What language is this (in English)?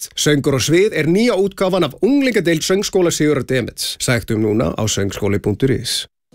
Icelandic